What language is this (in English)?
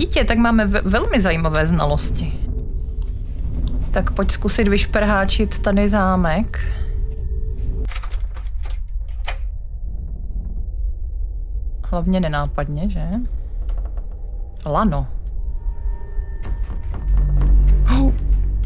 Czech